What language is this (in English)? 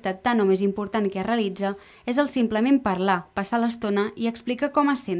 Catalan